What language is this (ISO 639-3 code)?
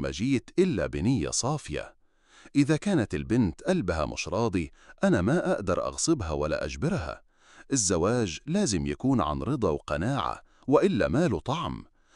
arz